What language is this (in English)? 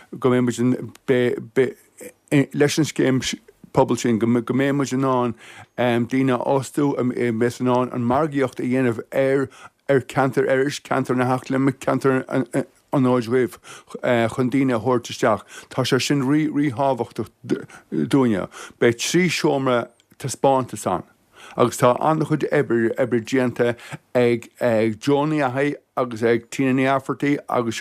Irish